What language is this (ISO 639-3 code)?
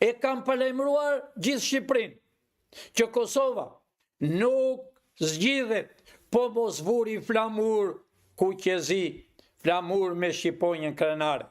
sqi